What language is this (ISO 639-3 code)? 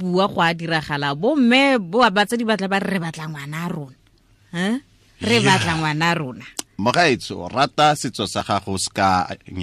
tsn